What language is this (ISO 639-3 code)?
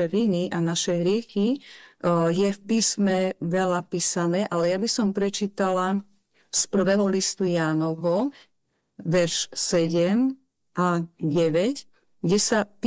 slk